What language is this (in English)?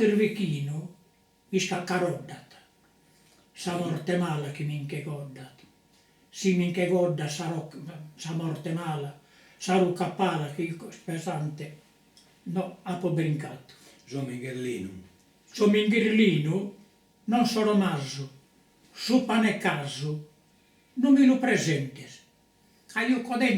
Sardinian